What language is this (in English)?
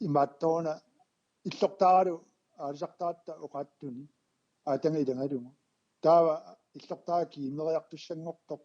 Kalaallisut